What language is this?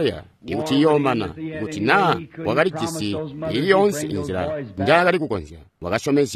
Tonga (Zambia)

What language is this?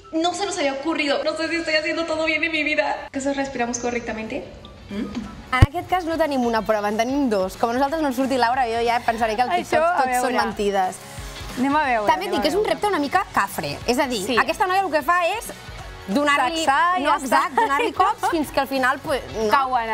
Catalan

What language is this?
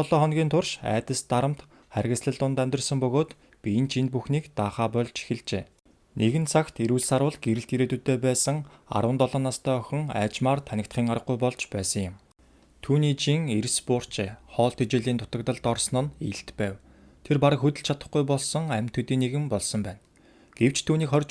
Mongolian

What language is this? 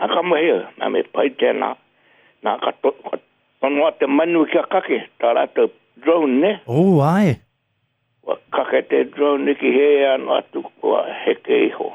Māori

